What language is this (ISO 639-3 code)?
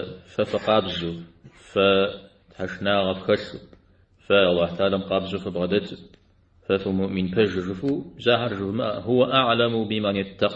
kbd